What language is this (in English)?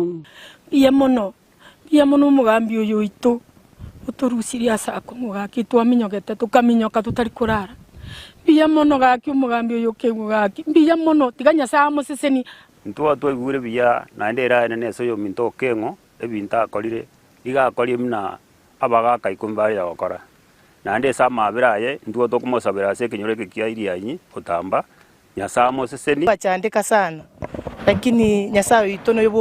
Gusii